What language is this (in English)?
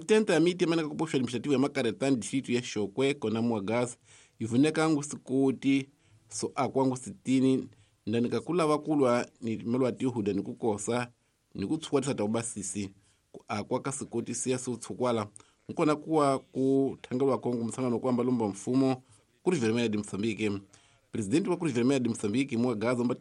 Tsonga